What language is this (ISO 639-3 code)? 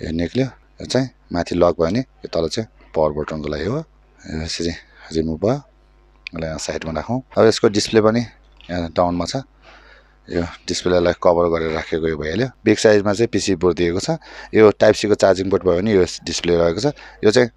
nep